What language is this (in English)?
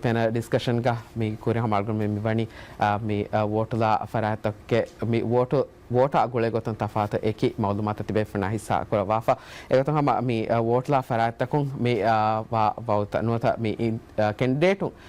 Divehi